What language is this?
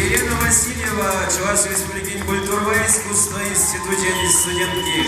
Chuvash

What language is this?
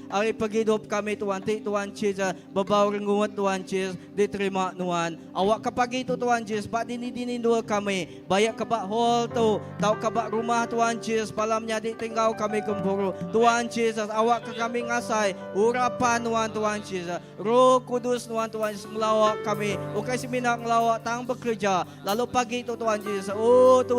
Iban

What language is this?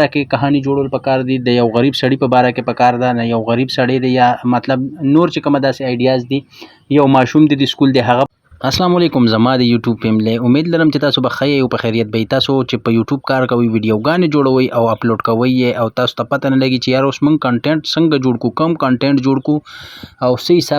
Pashto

